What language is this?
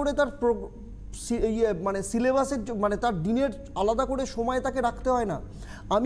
Bangla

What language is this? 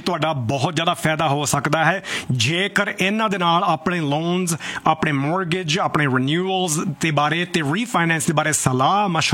Punjabi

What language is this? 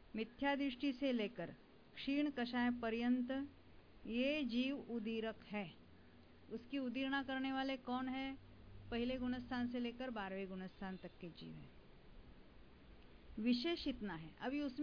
Hindi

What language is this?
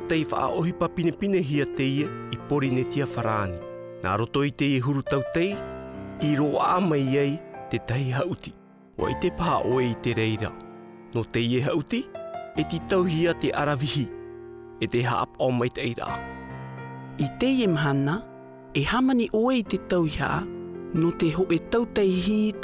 Tahitian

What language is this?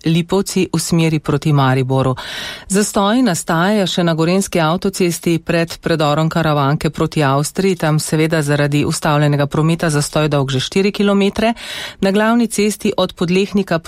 Slovenian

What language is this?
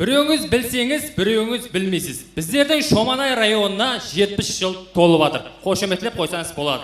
Kara-Kalpak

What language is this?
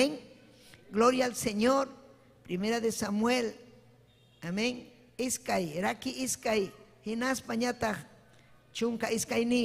Ayacucho Quechua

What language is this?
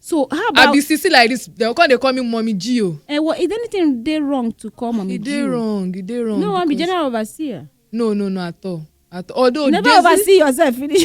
Nigerian Pidgin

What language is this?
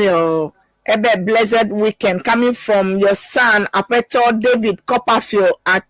Ewe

